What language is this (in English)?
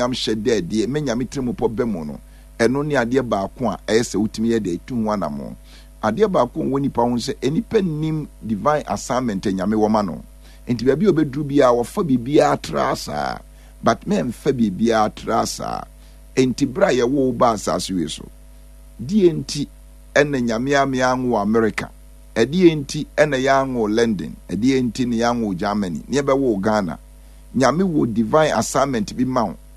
Akan